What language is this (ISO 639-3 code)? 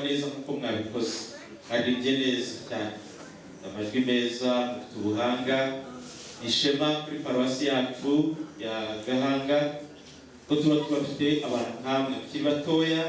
kin